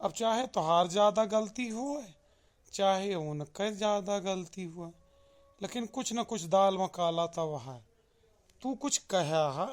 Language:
Awadhi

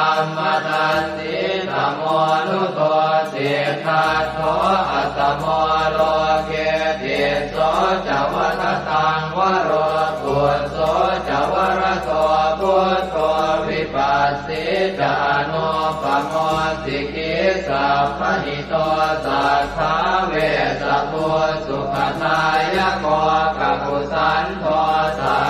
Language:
Pali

